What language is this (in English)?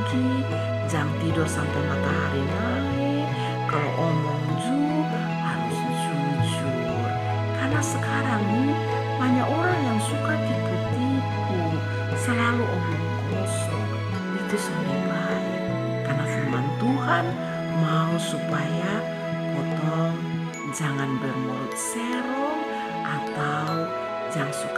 Kupang Malay